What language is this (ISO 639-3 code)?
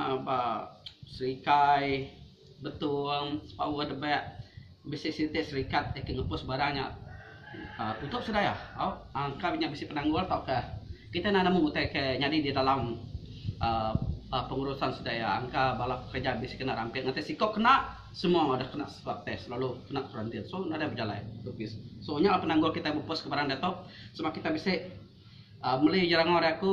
iba